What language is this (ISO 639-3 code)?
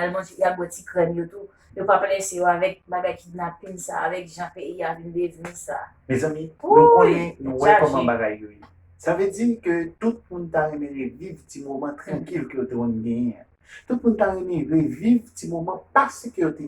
hat